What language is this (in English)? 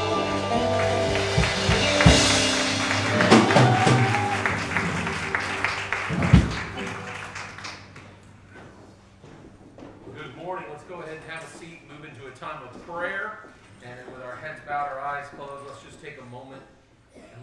English